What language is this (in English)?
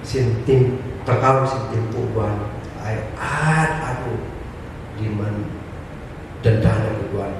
Kankanaey